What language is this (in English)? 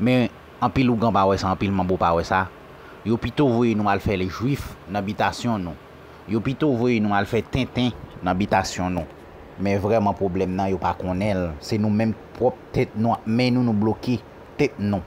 Haitian Creole